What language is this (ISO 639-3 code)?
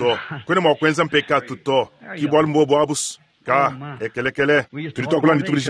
lua